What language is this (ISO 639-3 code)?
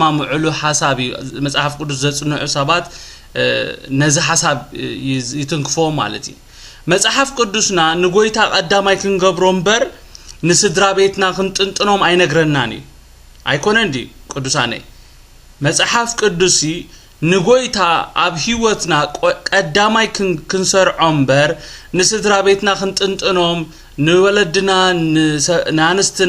tir